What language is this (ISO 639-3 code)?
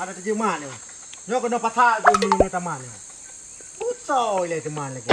ace